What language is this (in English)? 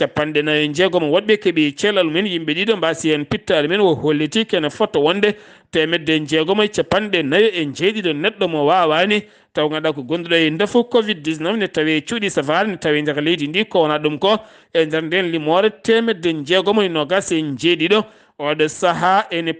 Fula